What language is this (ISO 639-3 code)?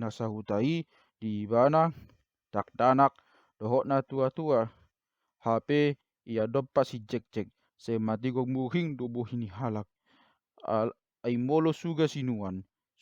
bbc